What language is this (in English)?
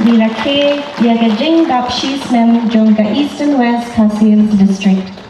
Khasi